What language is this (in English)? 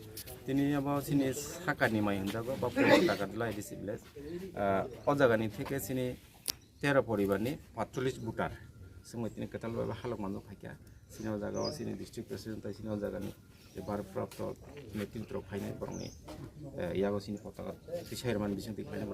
Kok Borok